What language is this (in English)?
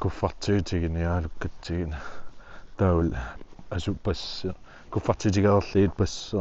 Kalaallisut